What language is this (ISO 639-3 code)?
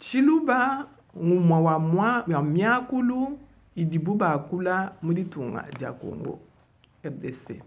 lua